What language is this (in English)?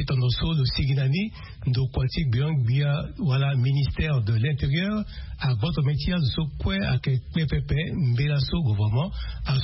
Sango